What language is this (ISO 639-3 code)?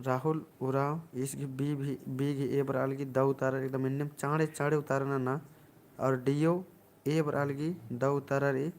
kru